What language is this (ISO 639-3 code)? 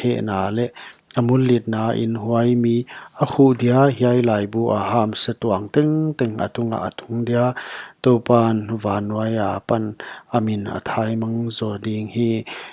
pck